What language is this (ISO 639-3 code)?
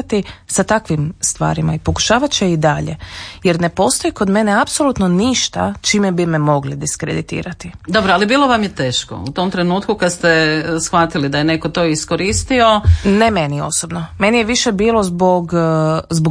hrv